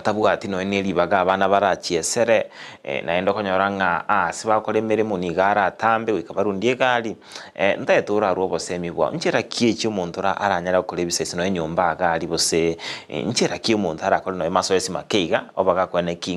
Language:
Gusii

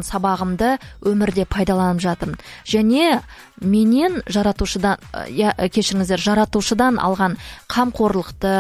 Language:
Kazakh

